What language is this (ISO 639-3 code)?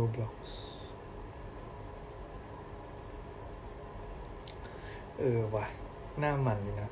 tha